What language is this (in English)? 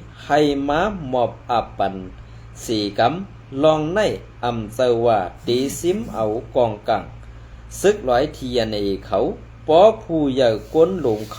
Shan